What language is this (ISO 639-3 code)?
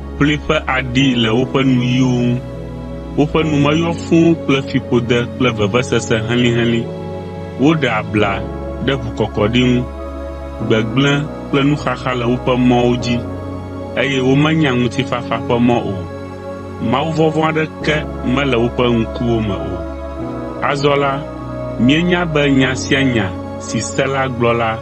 ewe